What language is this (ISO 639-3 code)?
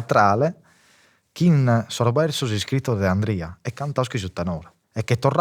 srd